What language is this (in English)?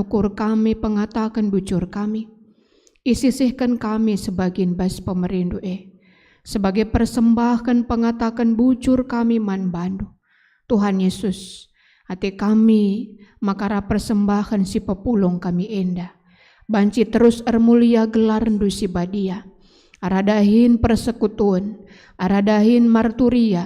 Batak Karo